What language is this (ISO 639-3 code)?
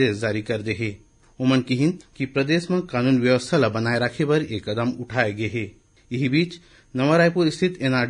hne